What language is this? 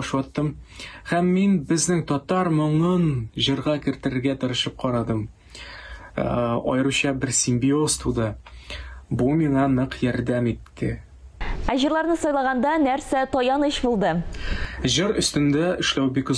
Tatar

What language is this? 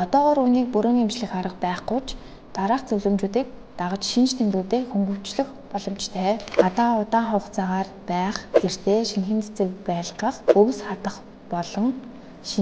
Mongolian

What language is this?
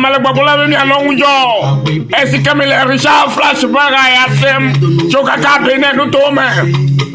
Ewe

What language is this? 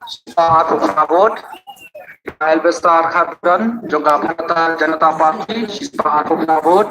Khasi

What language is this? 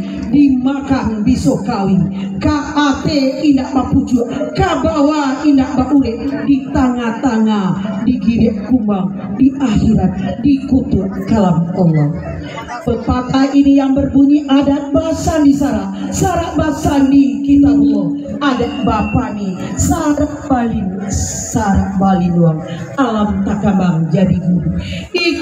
Minangkabau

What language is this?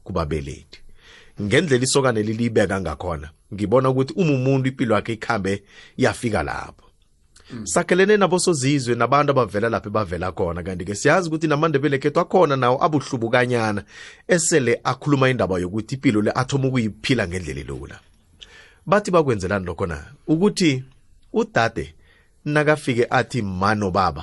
South Ndebele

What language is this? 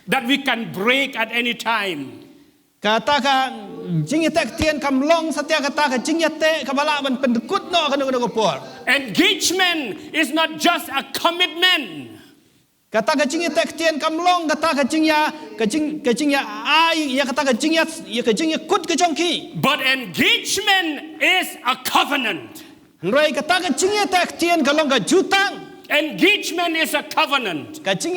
Khasi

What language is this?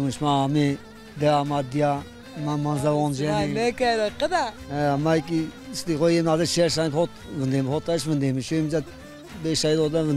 Zaza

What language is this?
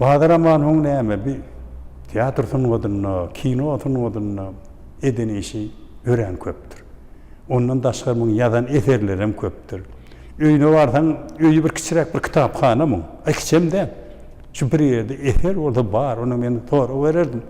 Turkmen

